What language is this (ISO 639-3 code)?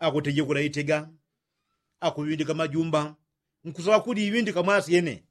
yao